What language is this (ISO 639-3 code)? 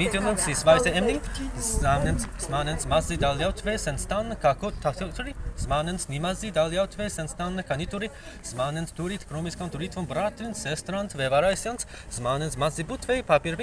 prg